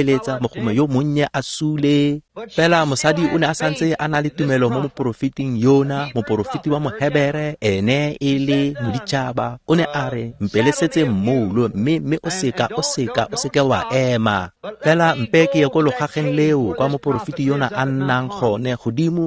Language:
Tswana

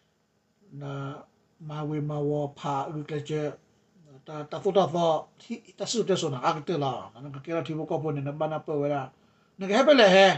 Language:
S'gaw Karen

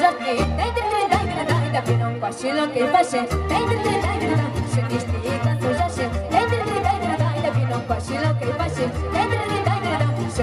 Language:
Romanian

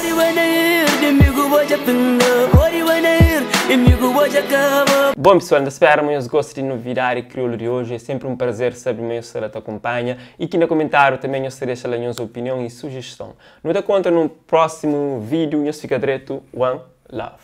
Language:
Kabuverdianu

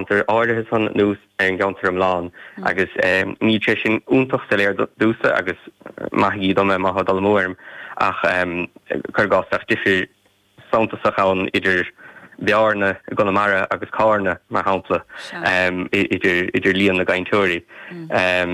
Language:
Irish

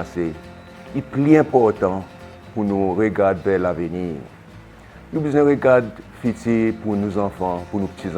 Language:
Seselwa Creole French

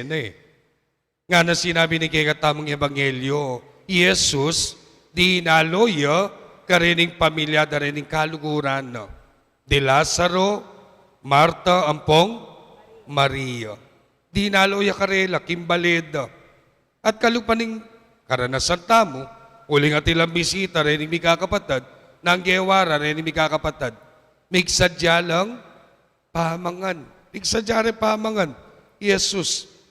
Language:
Pampanga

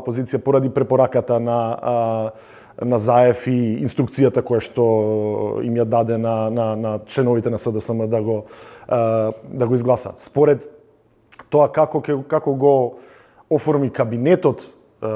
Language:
Macedonian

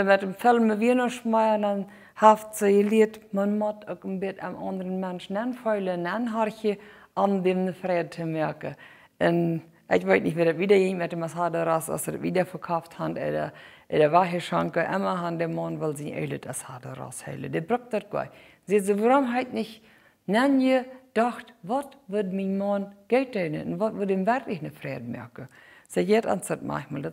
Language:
Plautdietsch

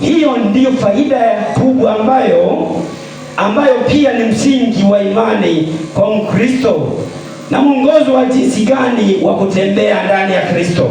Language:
Swahili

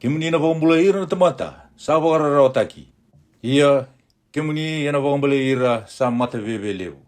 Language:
Fijian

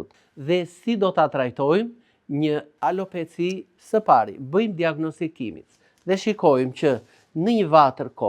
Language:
Albanian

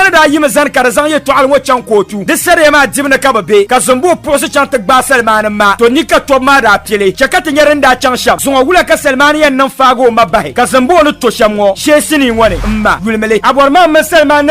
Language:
Dagbani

